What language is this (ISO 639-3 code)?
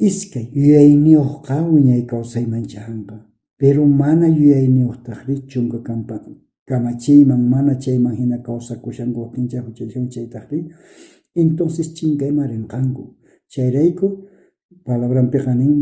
quh